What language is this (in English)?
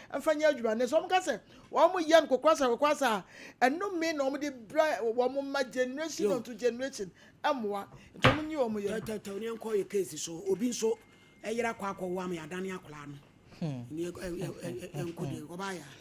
Akan